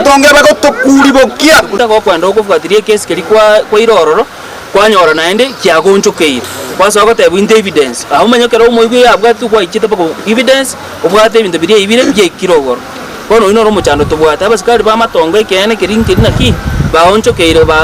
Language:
Gusii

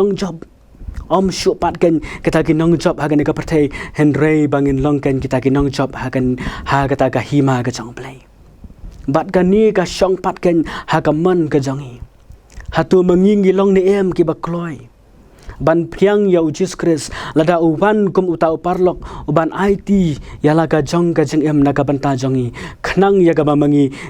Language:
Khasi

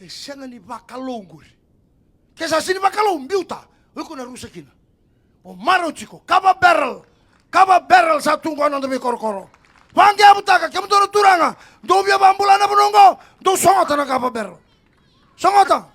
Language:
Fijian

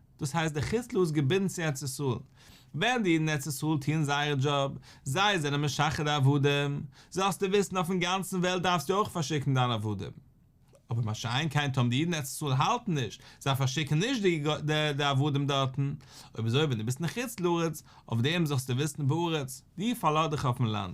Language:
Yiddish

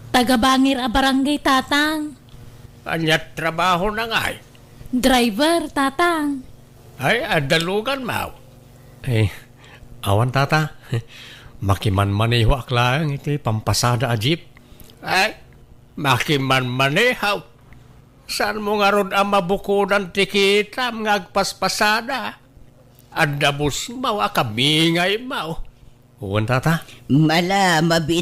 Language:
Iloko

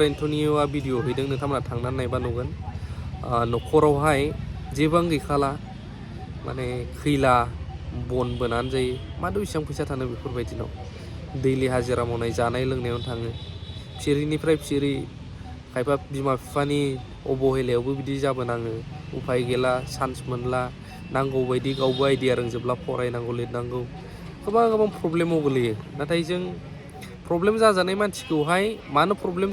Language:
Bodo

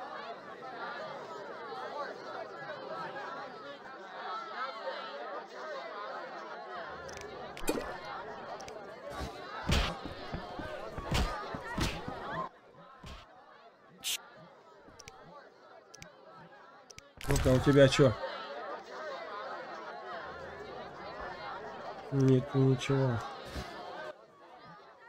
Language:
Russian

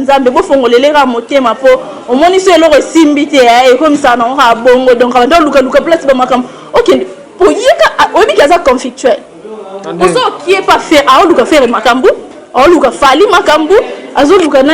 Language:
Lingala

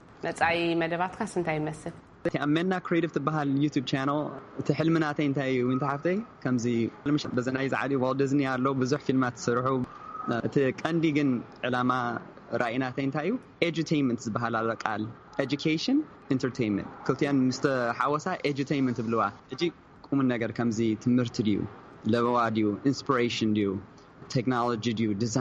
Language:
Tigrinya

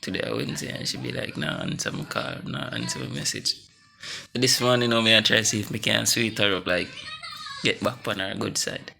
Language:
Jamaican Creole English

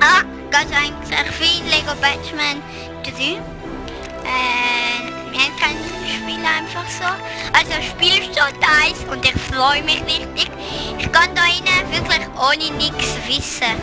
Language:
Swiss German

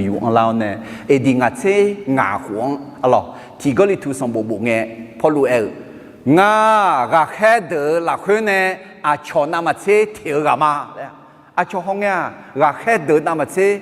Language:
Akha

